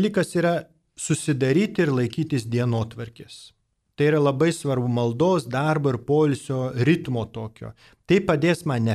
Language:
Lithuanian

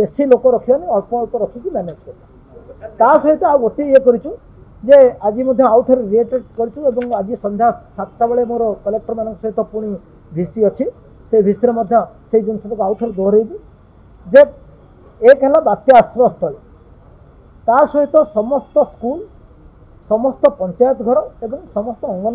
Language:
Odia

